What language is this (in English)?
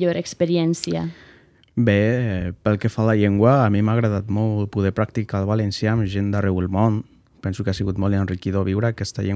Catalan